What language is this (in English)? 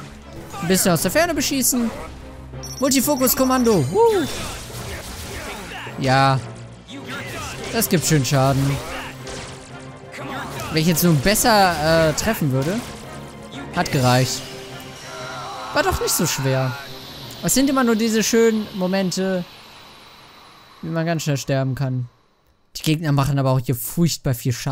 German